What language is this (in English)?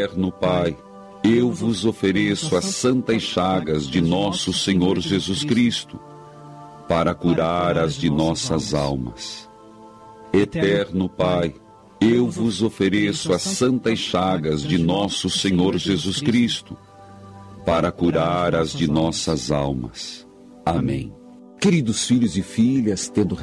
Portuguese